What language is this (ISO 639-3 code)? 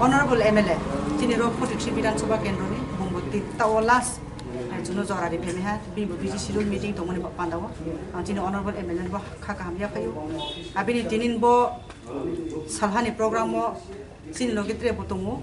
trp